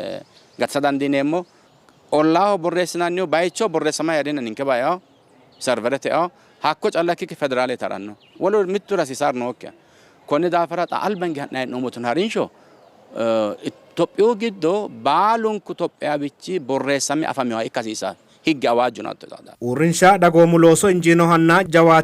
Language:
Sidamo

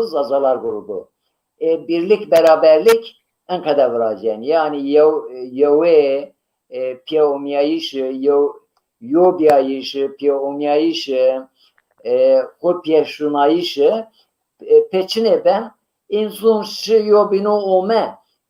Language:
Zaza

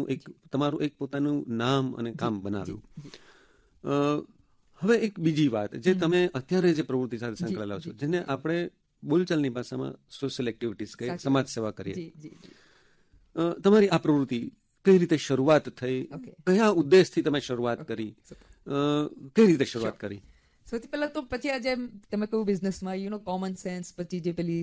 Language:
Gujarati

